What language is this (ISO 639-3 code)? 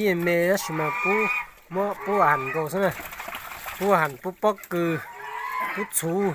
hmn